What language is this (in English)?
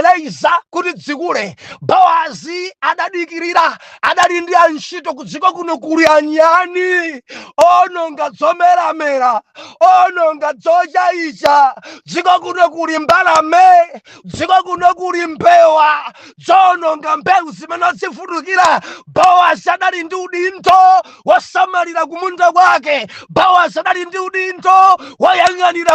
Nyanja